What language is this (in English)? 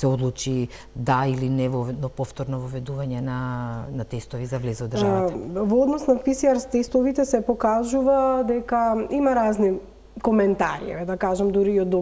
Macedonian